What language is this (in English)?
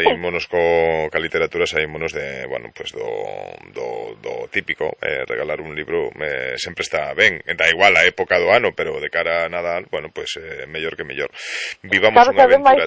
Galician